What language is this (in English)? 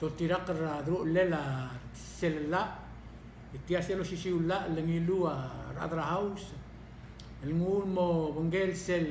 Palauan